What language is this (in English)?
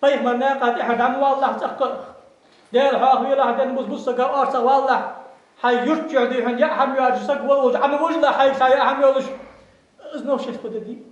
Ingush